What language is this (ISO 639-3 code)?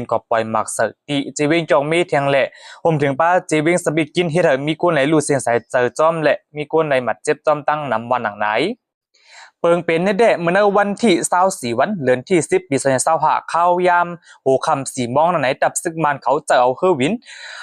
shn